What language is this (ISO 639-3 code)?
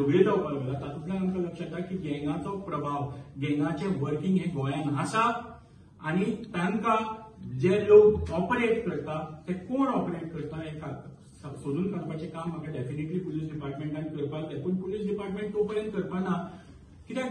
kok